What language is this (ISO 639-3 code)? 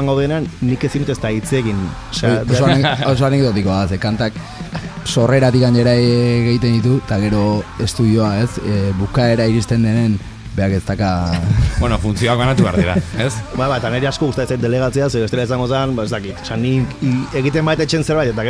eus